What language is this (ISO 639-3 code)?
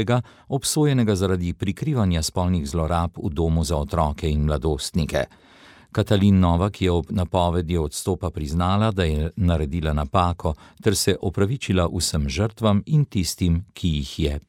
slv